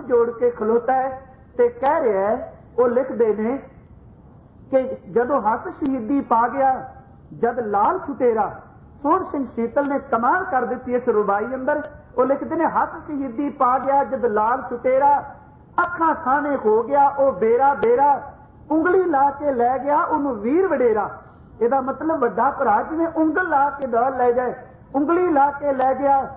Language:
Punjabi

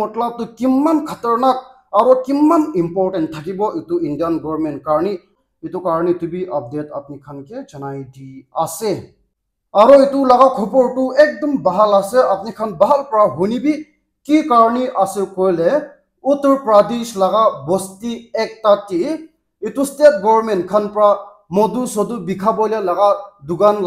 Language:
Naga Pidgin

